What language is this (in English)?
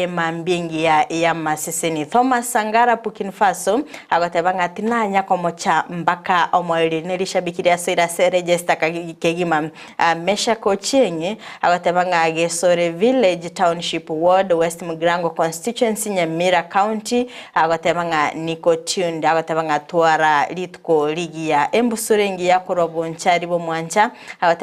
Gusii